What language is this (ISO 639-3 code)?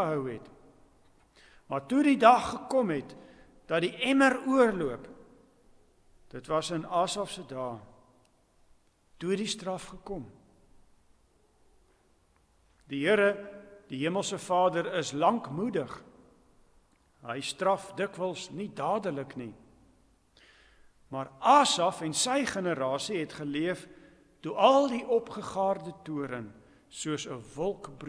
afr